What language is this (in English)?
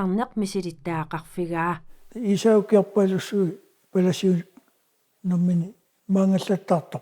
Kalaallisut